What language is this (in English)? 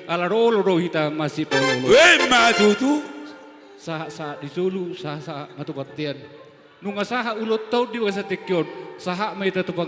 Batak Toba